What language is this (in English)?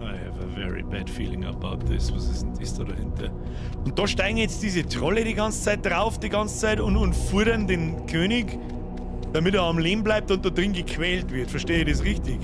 Bavarian